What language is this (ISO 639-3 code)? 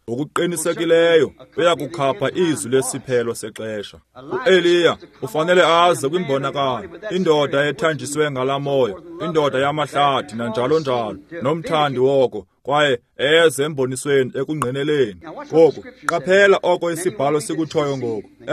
xho